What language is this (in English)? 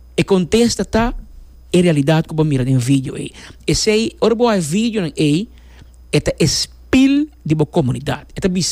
Papiamento